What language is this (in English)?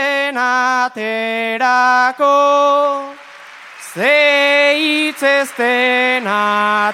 Basque